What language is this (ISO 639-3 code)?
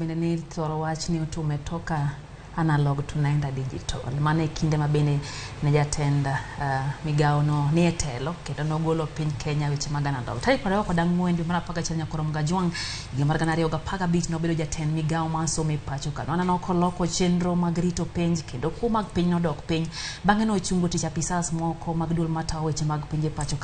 luo